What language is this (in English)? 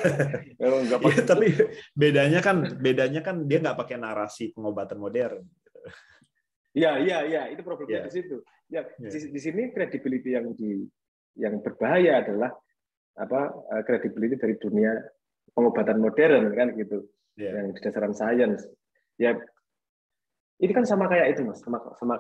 Indonesian